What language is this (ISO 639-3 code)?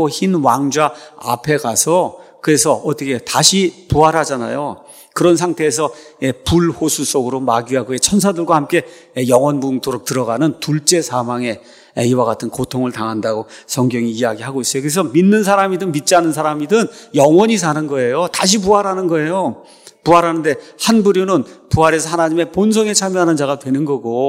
kor